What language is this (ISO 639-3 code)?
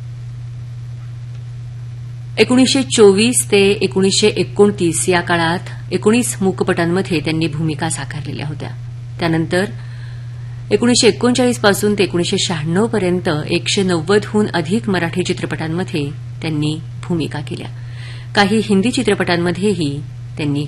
mar